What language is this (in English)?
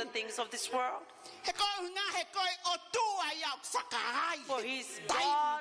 Tongan